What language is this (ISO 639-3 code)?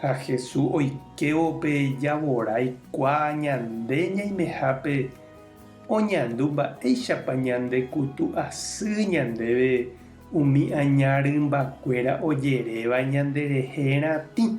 grn